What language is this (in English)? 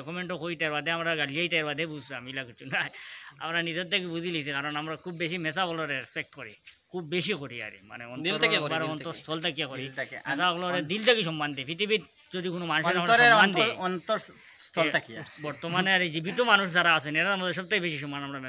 Sylheti